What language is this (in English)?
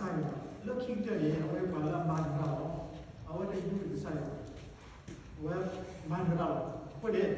S'gaw Karen